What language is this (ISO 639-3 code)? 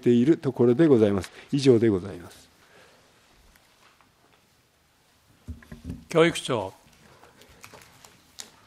jpn